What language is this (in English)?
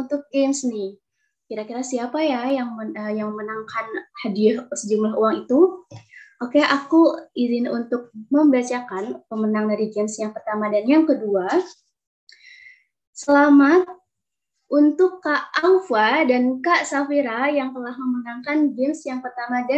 Indonesian